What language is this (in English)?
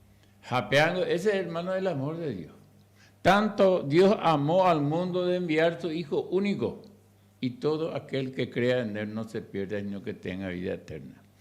Guarani